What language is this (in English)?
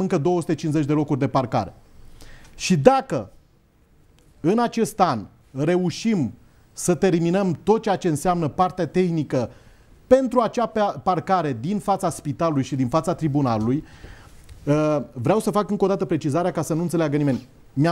Romanian